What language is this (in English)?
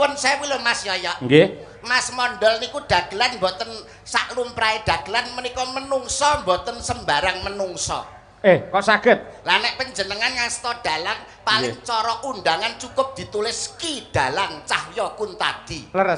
Javanese